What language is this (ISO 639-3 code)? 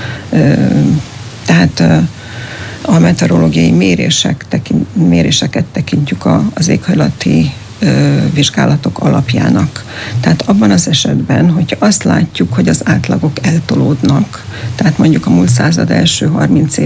hun